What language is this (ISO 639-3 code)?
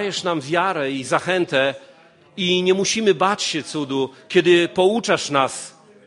pol